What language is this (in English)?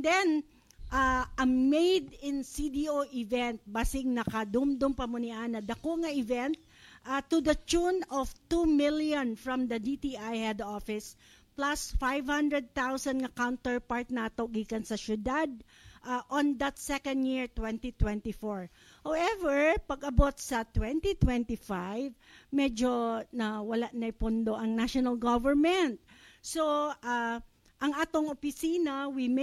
Cebuano